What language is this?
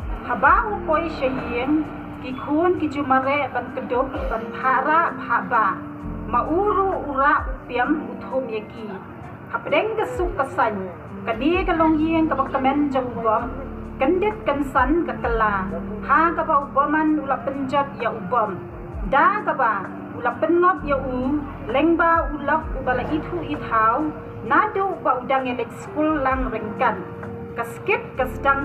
Khasi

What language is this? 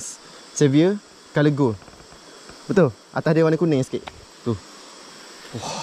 Malay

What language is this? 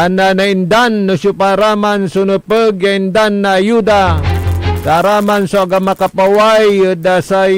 Pangasinan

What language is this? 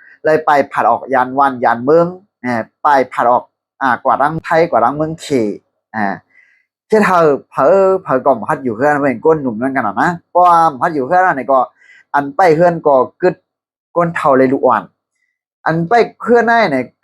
Shan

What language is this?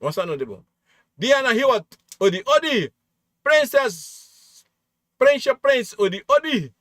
Sranan Tongo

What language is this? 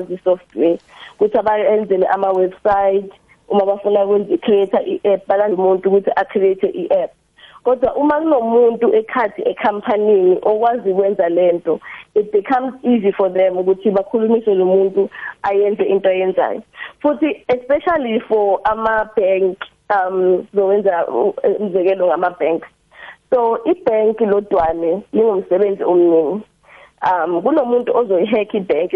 South Ndebele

